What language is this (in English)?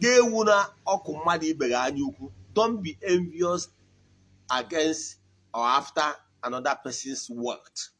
Igbo